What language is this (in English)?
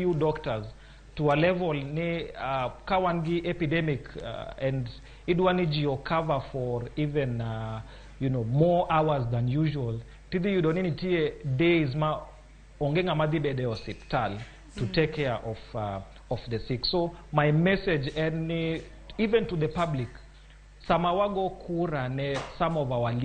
Luo (Kenya and Tanzania)